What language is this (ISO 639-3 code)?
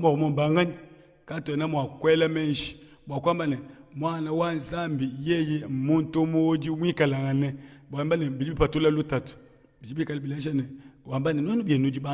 lua